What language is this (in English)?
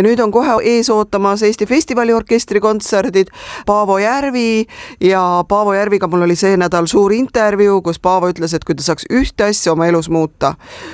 Estonian